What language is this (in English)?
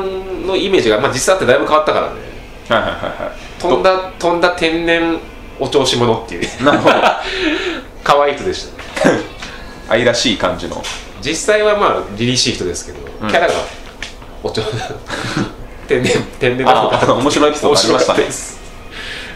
Japanese